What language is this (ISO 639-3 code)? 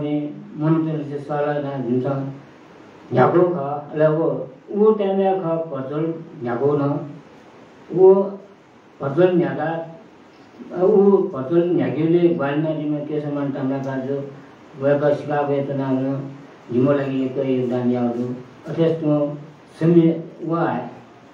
new